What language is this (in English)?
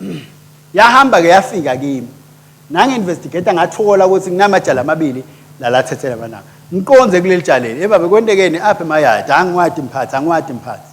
Swati